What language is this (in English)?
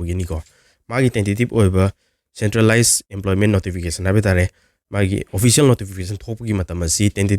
Manipuri